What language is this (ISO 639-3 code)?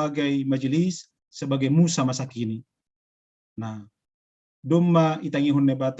bts